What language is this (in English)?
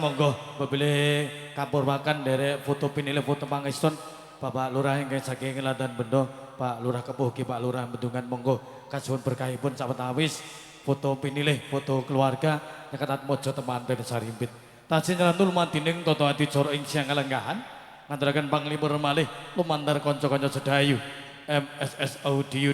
Javanese